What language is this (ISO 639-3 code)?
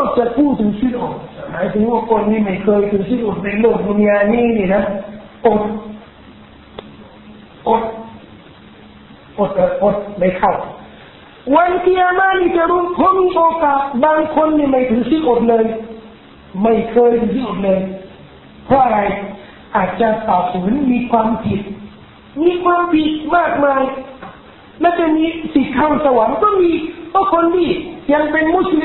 tha